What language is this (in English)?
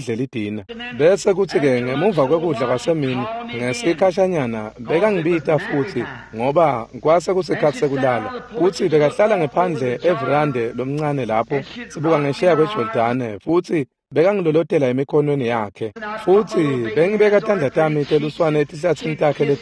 Swati